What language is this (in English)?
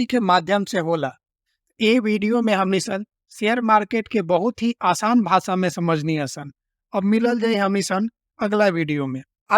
Bhojpuri